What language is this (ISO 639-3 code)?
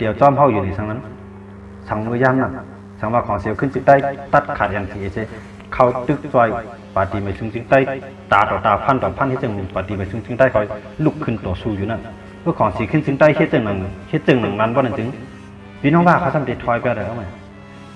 shn